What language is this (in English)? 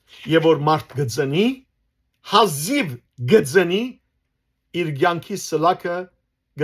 Western Armenian